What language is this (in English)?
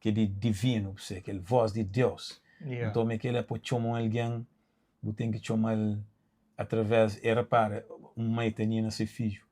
Kabuverdianu